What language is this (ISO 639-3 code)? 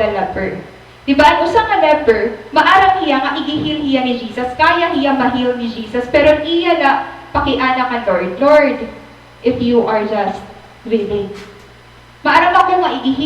war